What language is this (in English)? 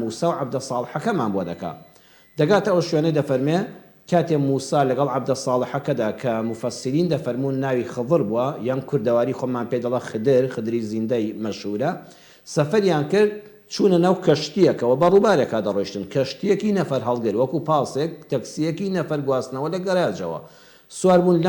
Central Kurdish